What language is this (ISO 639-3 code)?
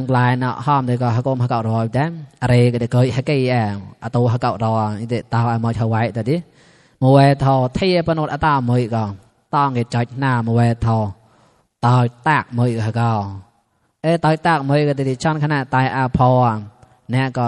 mnw